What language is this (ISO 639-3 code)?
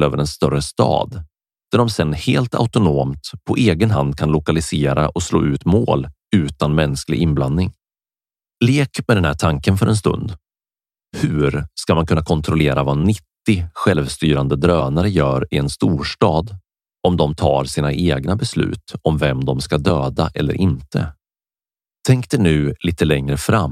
swe